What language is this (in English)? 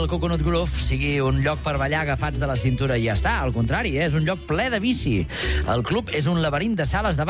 Catalan